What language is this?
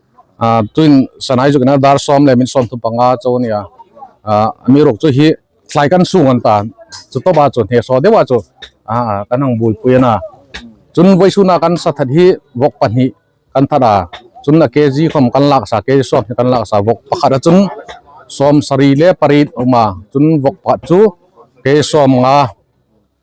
Hmar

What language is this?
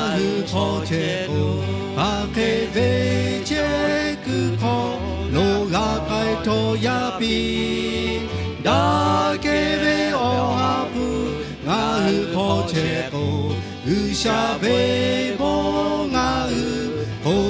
Lahu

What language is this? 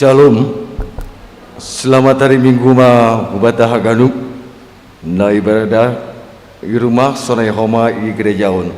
Batak Simalungun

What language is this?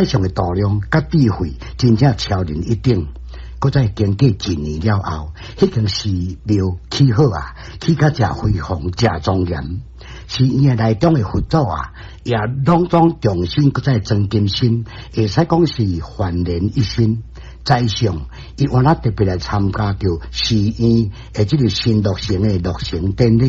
Min Nan Chinese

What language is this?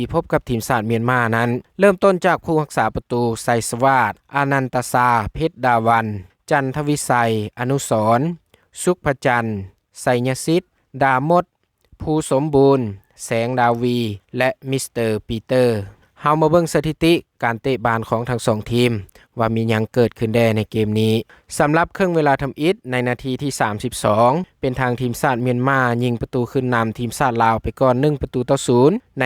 Lao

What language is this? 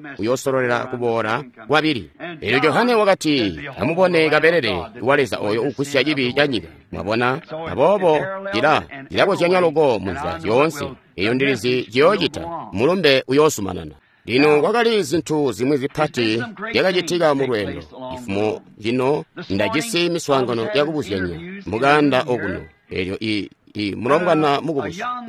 Tonga (Zambia)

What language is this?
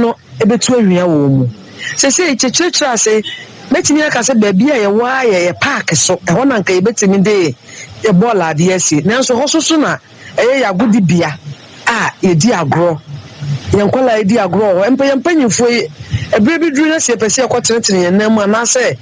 Akan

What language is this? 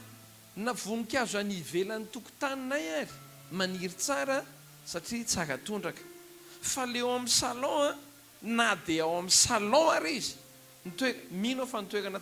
Malagasy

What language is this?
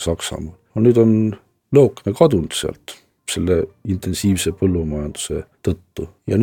Estonian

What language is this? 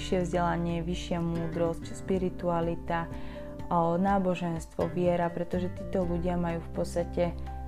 Slovak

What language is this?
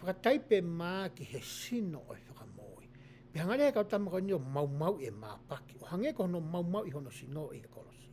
Tongan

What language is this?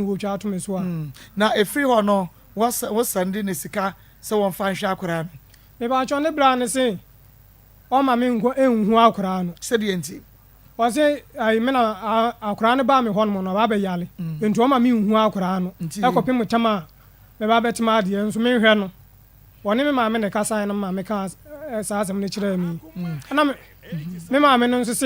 Akan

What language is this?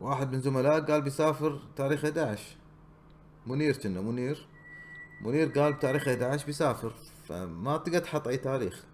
Gulf Arabic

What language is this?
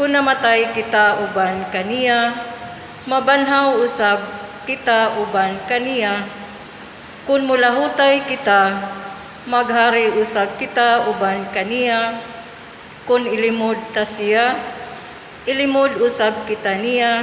Cebuano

